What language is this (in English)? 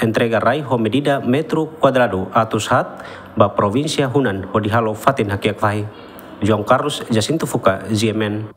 Tetum